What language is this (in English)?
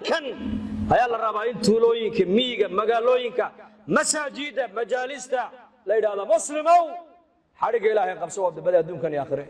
Somali